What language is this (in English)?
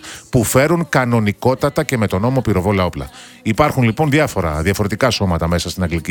Greek